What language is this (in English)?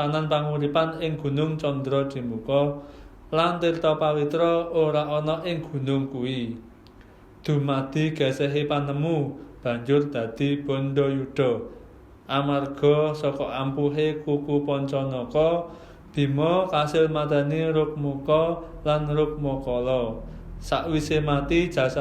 Javanese